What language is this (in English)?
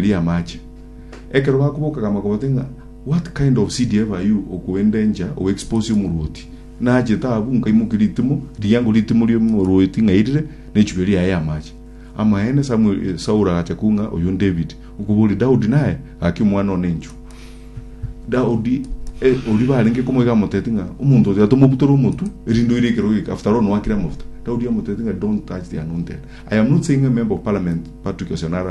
Gusii